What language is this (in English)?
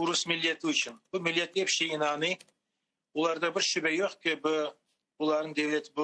Crimean Tatar